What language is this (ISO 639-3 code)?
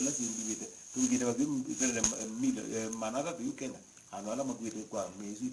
kam